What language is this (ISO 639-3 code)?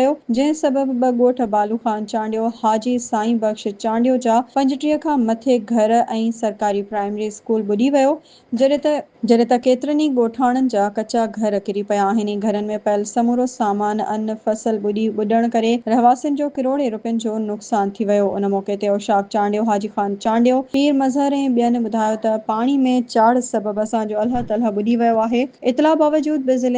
snd